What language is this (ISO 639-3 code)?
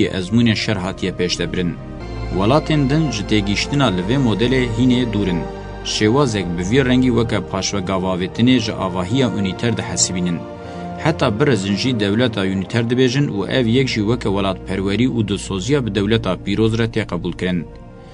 kur